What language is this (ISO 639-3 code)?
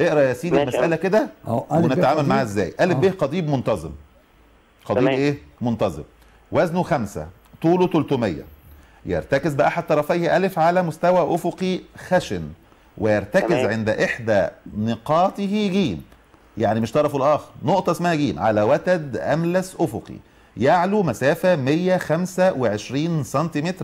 arz